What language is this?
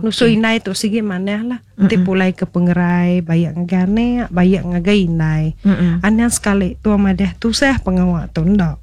Iban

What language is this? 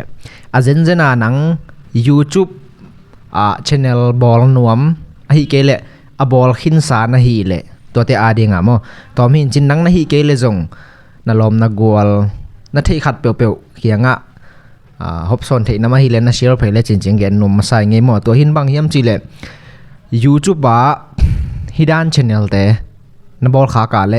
Tedim Chin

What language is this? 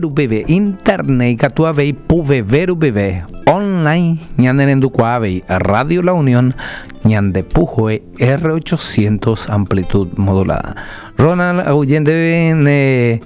Guarani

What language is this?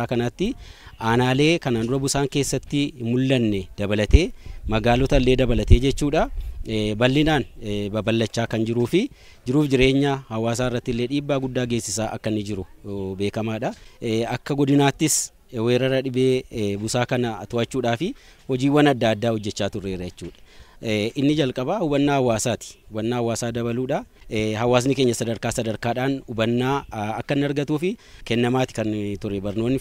Oromo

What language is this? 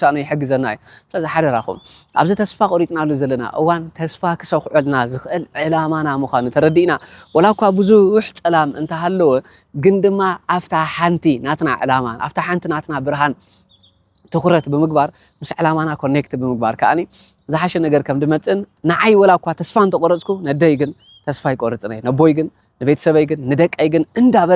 Tigrinya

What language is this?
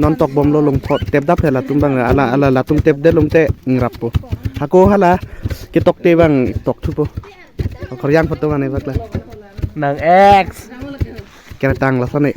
Karbi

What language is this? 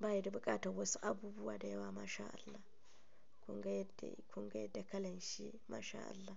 Hausa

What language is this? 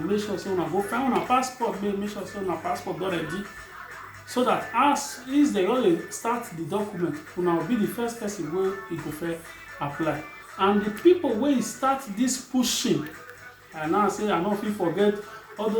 Nigerian Pidgin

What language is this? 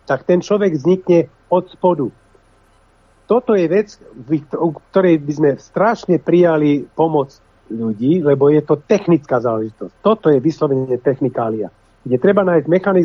Slovak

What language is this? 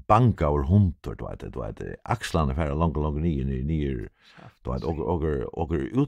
Faroese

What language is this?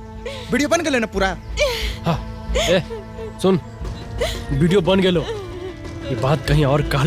Magahi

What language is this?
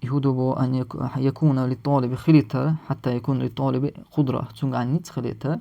Chechen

